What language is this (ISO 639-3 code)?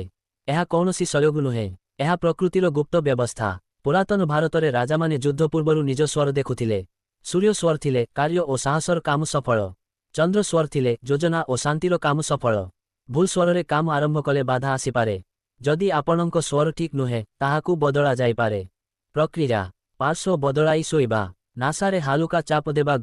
ori